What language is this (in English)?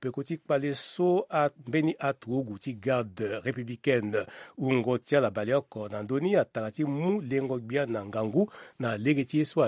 Sango